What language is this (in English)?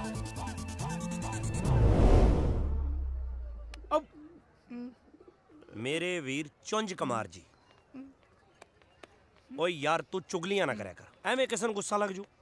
Punjabi